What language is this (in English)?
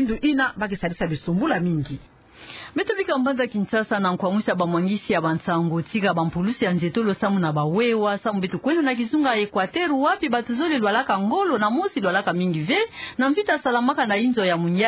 Kituba (Democratic Republic of Congo)